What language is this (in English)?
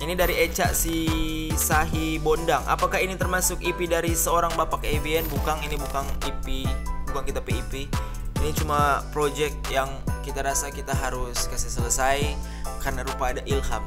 Manado Malay